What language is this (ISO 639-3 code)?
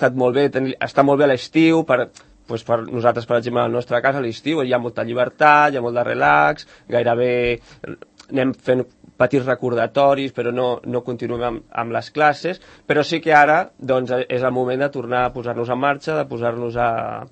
cat